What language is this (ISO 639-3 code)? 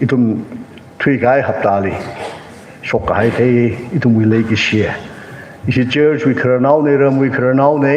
nmf